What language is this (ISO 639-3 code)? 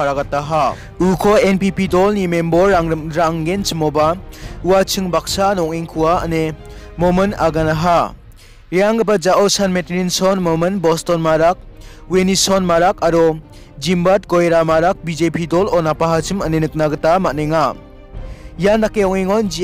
grt